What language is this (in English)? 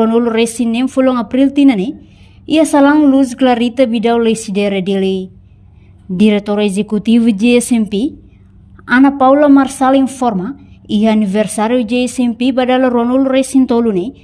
Tetum